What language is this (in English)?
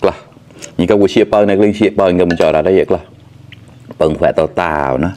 Mon